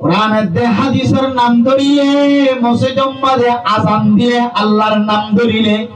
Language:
Rohingya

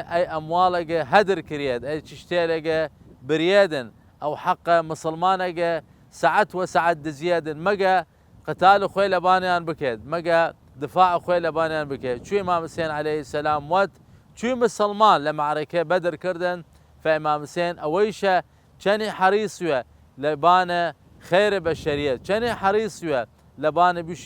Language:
Southern Kurdish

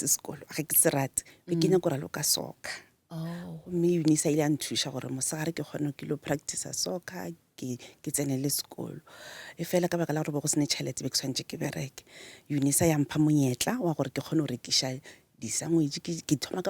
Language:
Northern Sotho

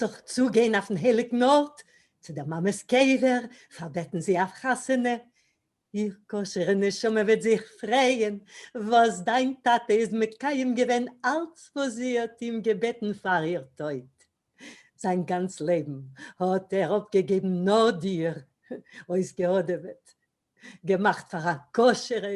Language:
Yiddish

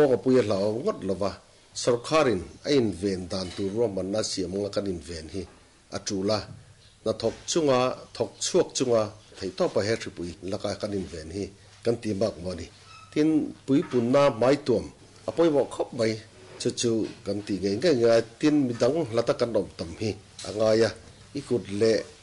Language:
Mizo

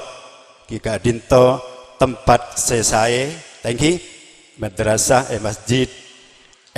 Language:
Madurese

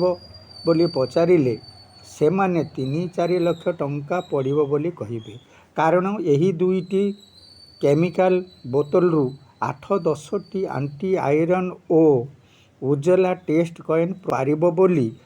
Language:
Odia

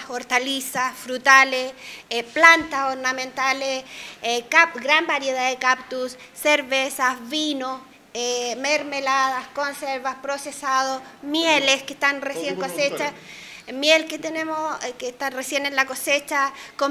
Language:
Spanish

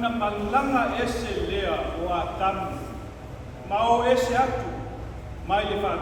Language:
Samoan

